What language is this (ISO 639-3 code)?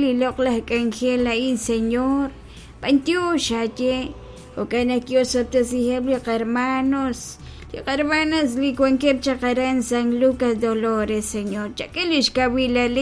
kek